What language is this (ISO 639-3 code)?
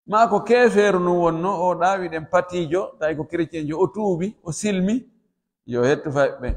fuf